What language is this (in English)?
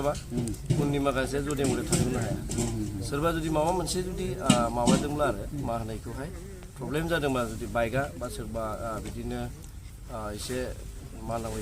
Bodo